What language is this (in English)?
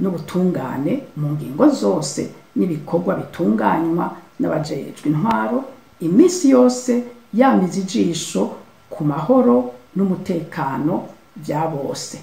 Rundi